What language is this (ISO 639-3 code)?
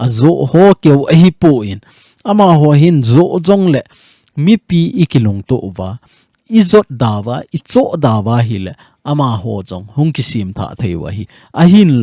tcz